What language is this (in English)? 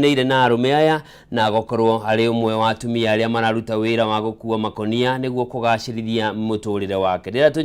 Kikuyu